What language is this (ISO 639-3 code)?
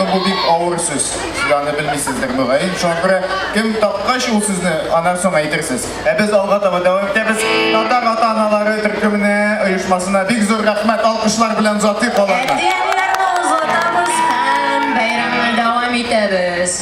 tat